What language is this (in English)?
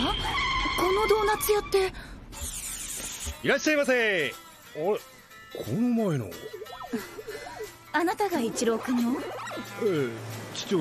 Japanese